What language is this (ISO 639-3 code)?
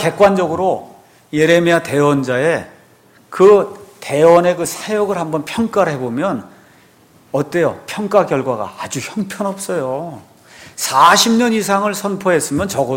kor